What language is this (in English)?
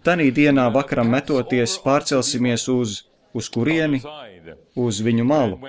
Latvian